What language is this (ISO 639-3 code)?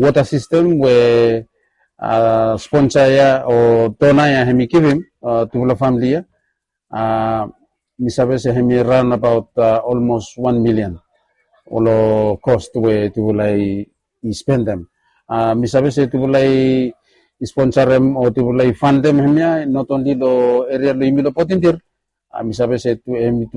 bis